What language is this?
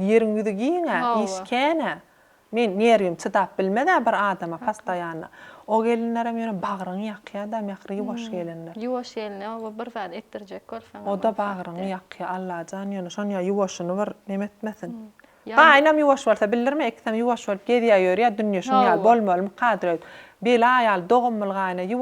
Turkmen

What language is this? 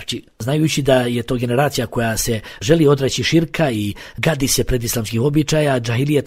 Bosnian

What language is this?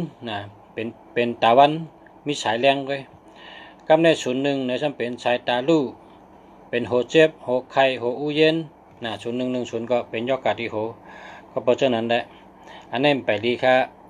Shan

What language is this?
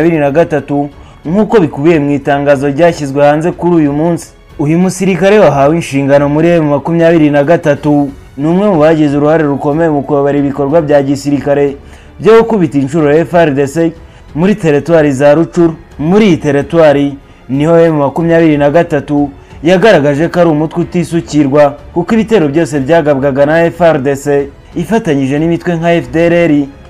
Kinyarwanda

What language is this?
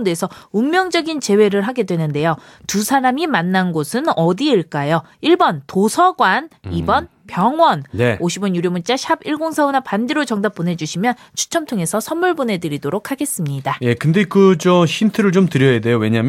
Korean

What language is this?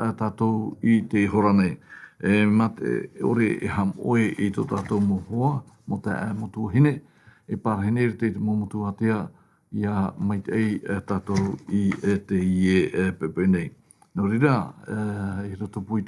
Tahitian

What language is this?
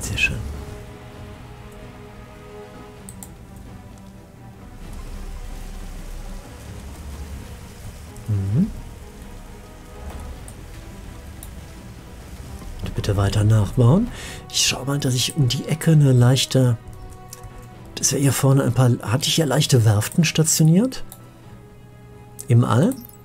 German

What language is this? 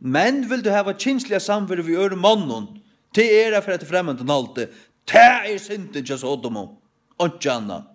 Faroese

